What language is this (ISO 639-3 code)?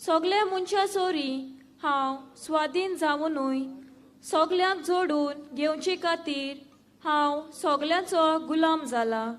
kok